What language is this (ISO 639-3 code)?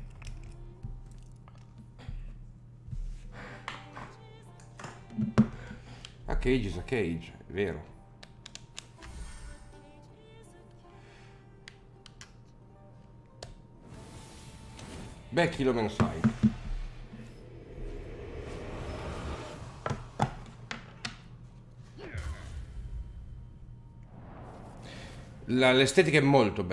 ita